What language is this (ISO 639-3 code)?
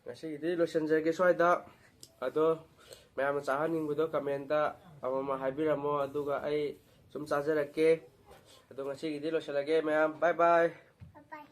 mni